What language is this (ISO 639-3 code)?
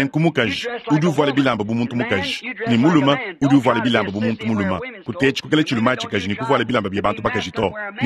lua